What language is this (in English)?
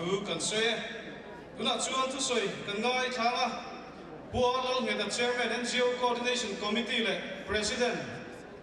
Mizo